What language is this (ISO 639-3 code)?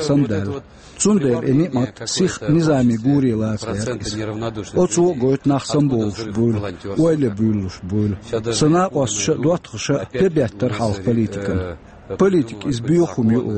che